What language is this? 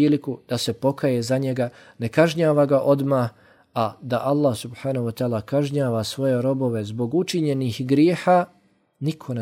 Bosnian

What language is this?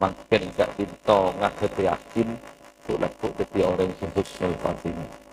Madurese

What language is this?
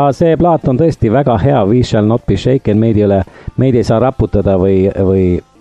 Estonian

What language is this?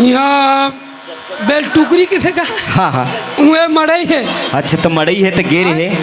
Chhattisgarhi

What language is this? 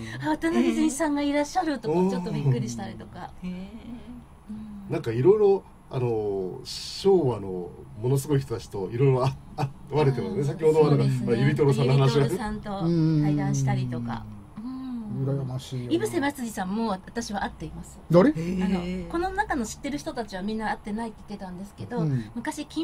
Japanese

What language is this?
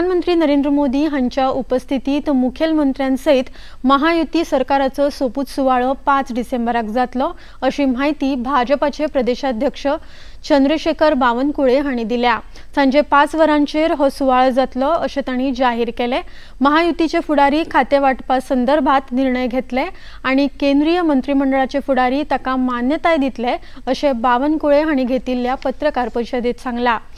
Konkani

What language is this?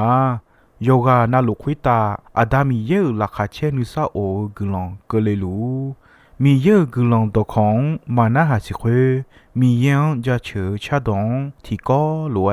Akha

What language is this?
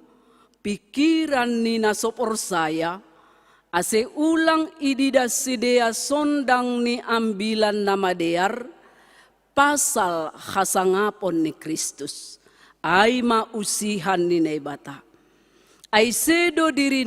Batak Simalungun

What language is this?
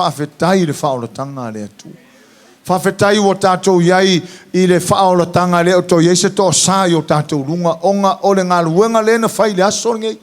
Samoan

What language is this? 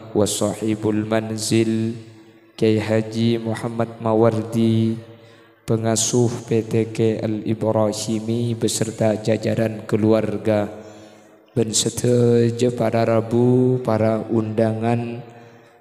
Madurese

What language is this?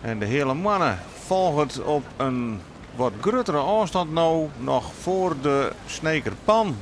Western Frisian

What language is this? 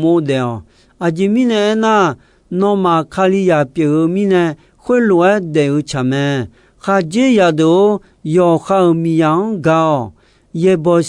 Akha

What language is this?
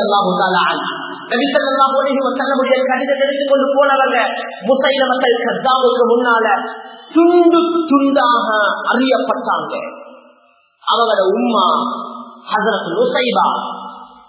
Tamil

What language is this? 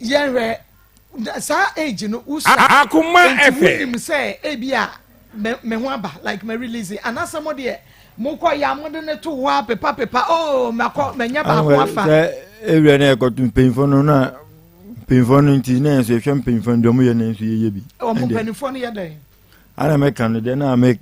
Akan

